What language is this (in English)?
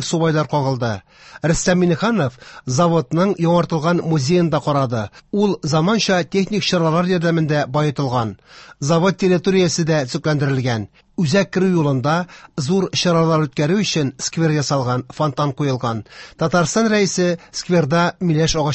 Tatar